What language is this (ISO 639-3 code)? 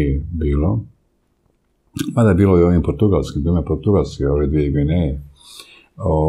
srp